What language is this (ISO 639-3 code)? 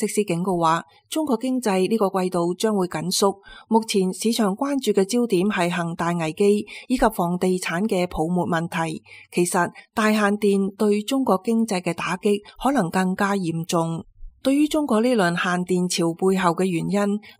yue